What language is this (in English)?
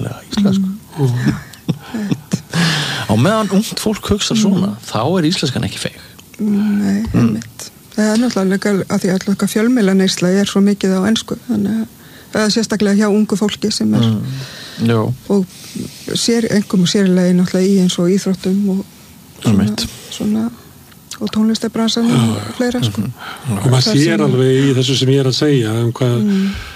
Icelandic